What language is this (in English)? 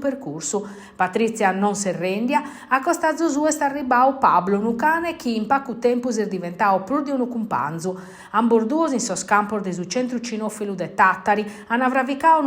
Sardinian